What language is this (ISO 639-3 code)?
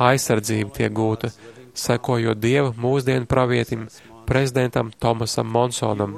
lav